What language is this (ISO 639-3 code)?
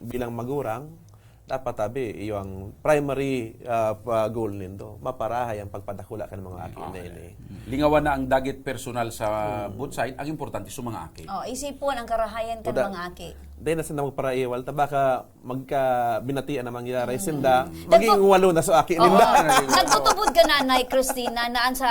bik